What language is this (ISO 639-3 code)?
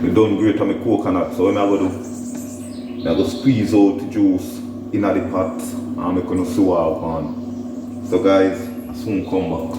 jam